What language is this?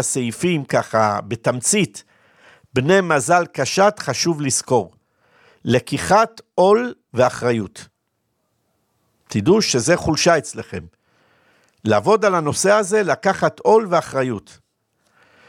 Hebrew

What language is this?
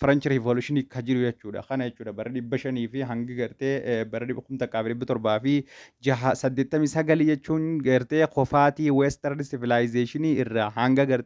Oromo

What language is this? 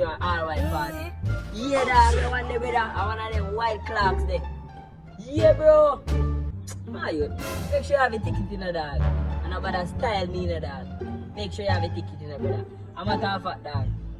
Jamaican Creole English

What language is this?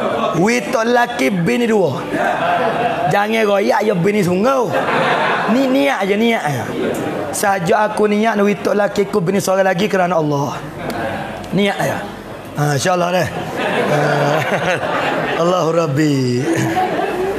Pattani Malay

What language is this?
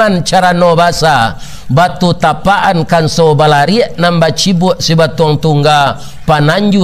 Minangkabau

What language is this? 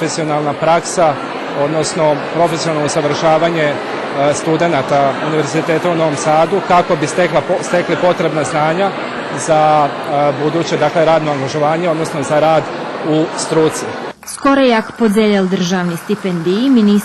Rusyn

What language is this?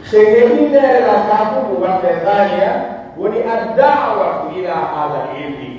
Pular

